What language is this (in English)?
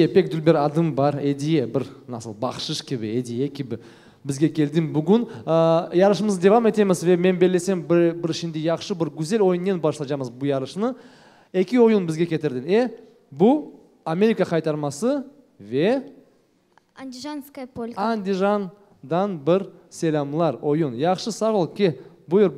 Crimean Tatar